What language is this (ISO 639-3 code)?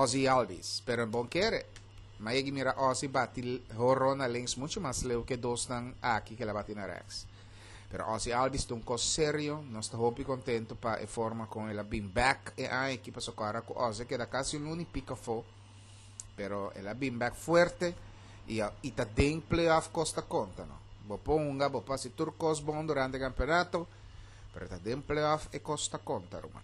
pap